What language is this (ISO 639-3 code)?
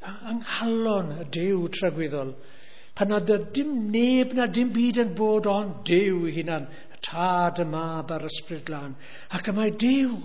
cym